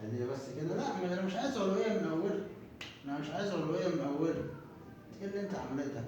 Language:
Egyptian Arabic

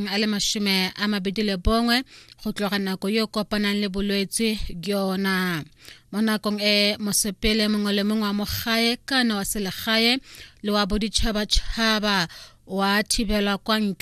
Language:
Tswana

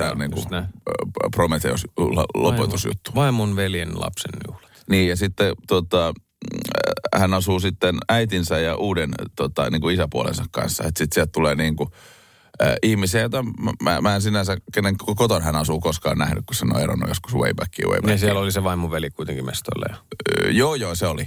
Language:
Finnish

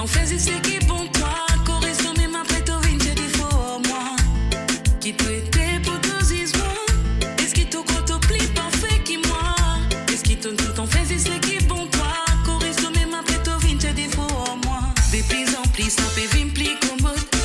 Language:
Morisyen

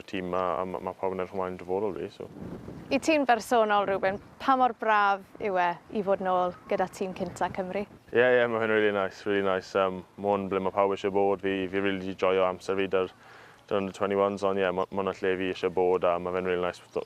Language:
Welsh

